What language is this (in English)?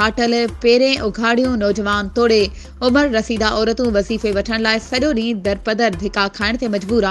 Sindhi